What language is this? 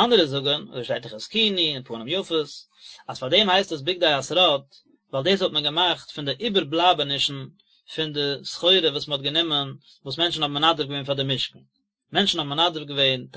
Yiddish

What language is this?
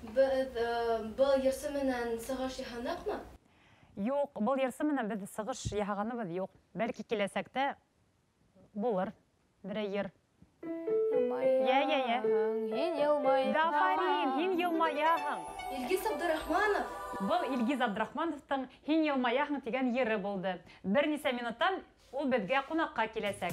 Bashkir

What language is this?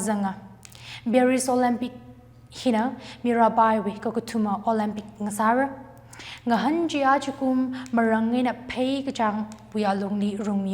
Tangkhul Naga (India)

